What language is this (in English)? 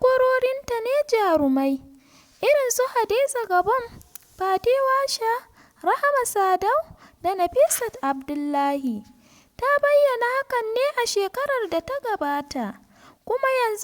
Hausa